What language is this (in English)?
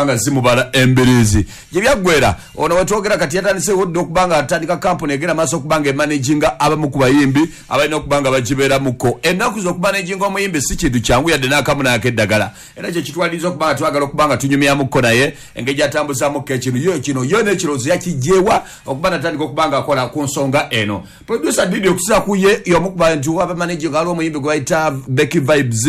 Ganda